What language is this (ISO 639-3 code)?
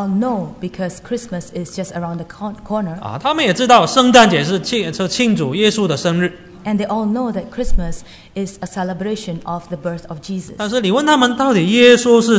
zho